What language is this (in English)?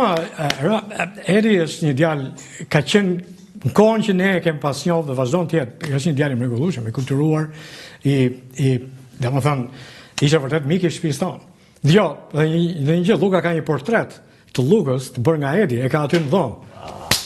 Albanian